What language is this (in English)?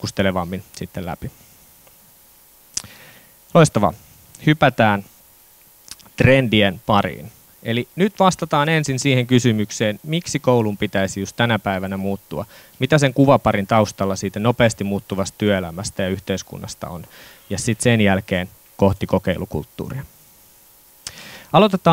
Finnish